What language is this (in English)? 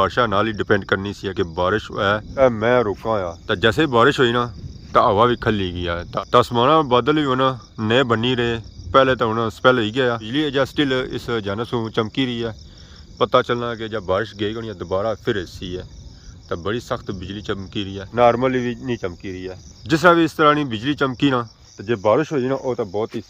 Pahari-Potwari